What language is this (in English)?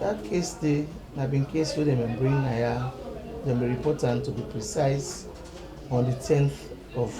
Nigerian Pidgin